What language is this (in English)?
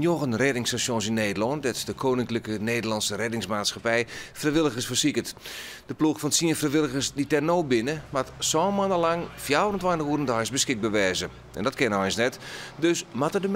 Western Frisian